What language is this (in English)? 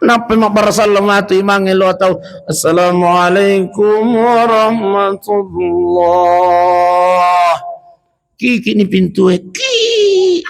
Buginese